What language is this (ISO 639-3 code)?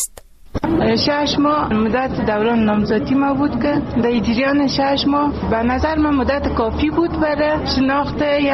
fas